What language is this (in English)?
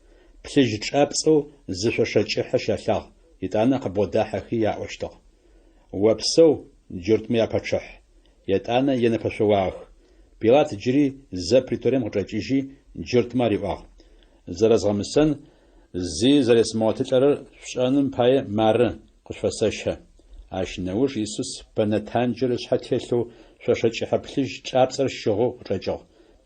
Adyghe